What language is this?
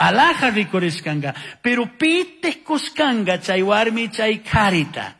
Chimborazo Highland Quichua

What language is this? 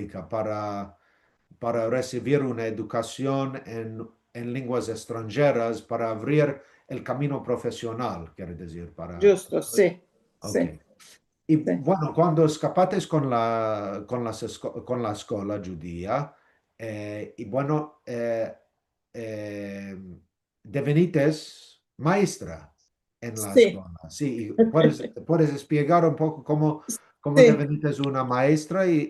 Ladino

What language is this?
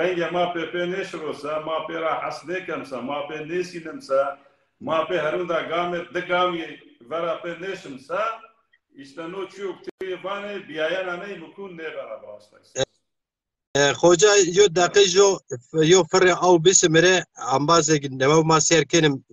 Zaza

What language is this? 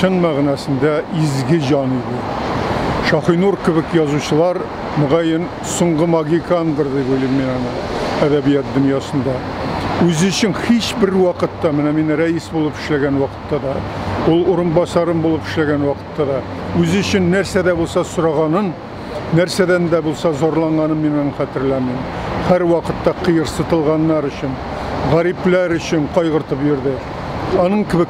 Tatar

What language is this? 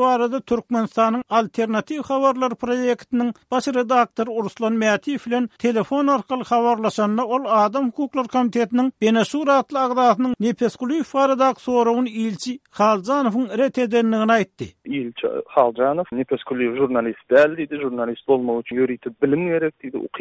Turkmen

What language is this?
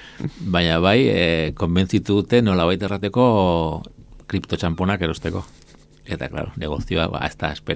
Basque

